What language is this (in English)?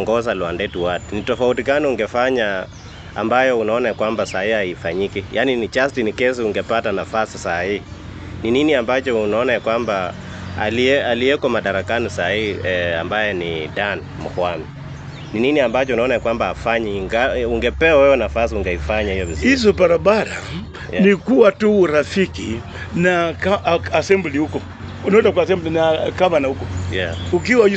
Swahili